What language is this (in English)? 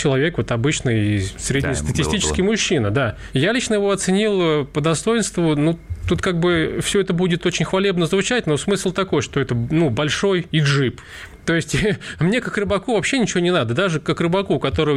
Russian